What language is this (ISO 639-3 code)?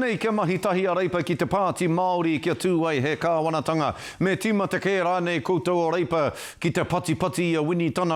mri